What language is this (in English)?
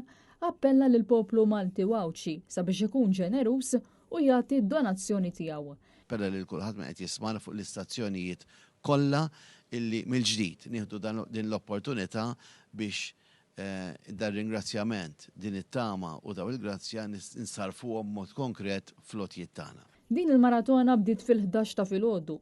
Maltese